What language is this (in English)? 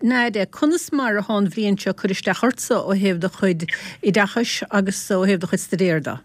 Irish